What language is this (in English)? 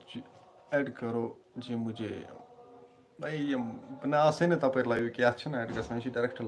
Kashmiri